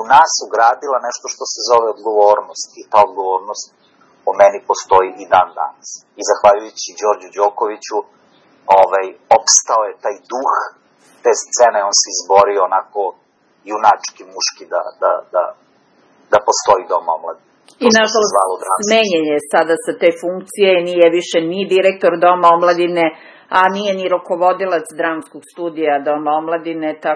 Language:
Serbian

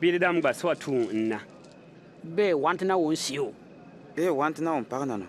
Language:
Bimoba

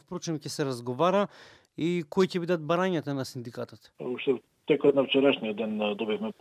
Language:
Macedonian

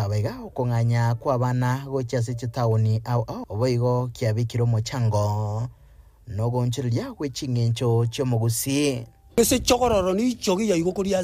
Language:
Gusii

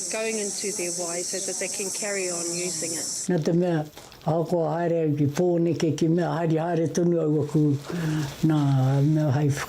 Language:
Māori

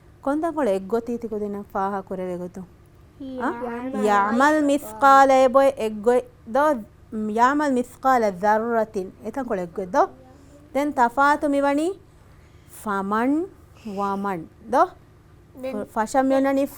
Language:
Divehi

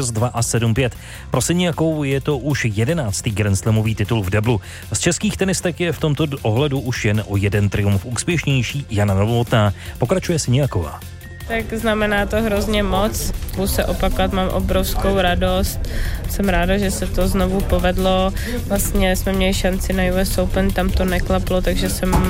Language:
Czech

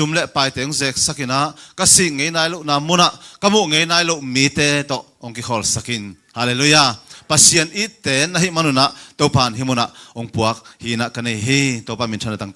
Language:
Tedim Chin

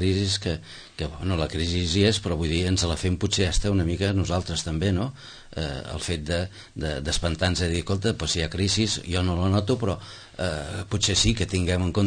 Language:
Catalan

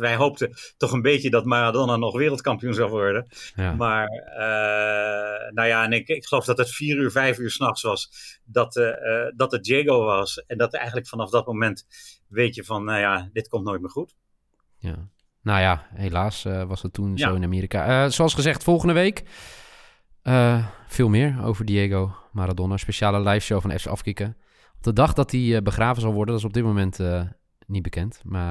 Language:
Dutch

